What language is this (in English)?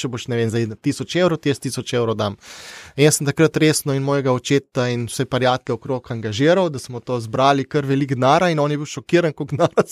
Slovenian